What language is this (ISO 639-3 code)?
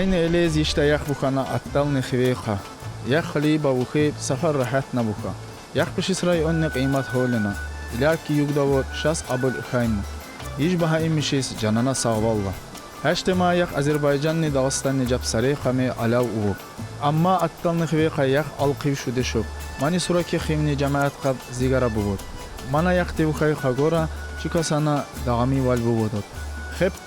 tkr